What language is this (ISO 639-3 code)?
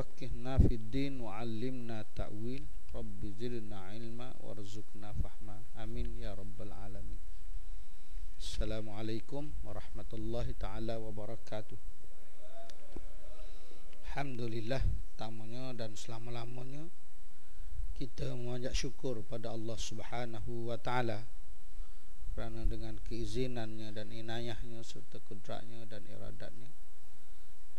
msa